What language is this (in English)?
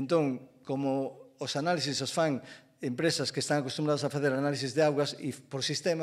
Galician